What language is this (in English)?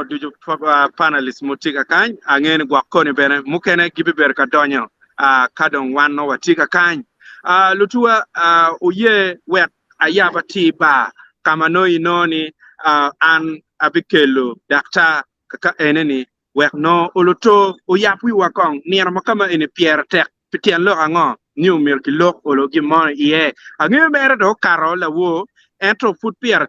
Acoli